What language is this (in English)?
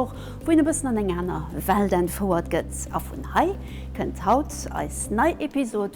Luxembourgish